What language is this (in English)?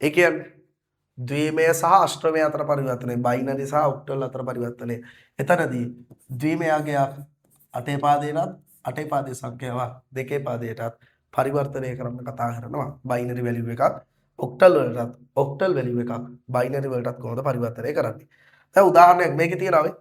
Sinhala